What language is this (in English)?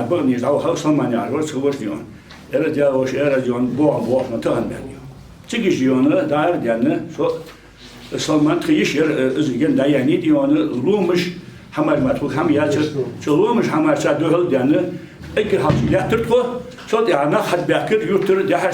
Ingush